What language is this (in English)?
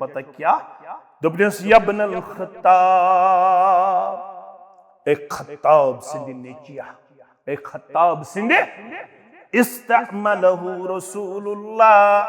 Kashmiri